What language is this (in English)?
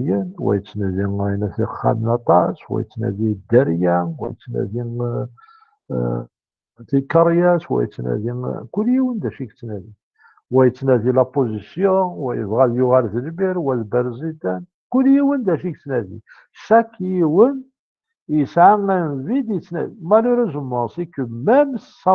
Kabyle